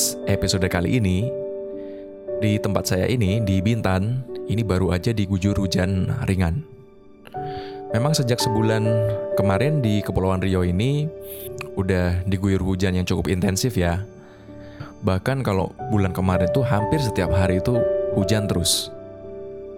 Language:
Indonesian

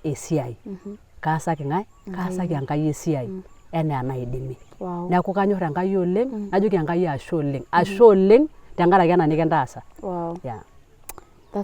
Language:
Masai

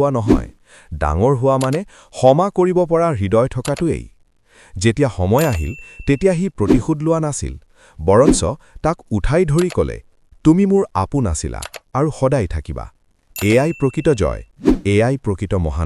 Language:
Assamese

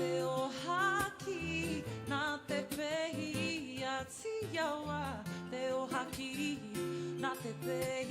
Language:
Māori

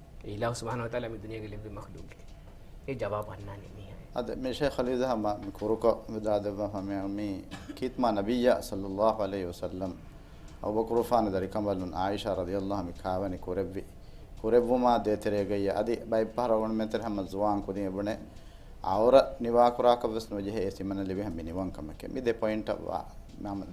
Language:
Divehi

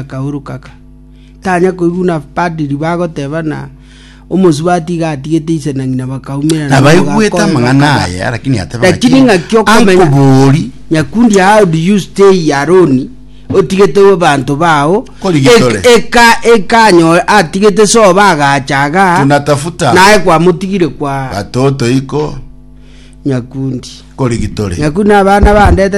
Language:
Gusii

